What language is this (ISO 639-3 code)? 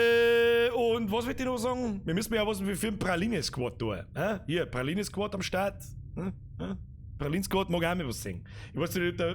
bar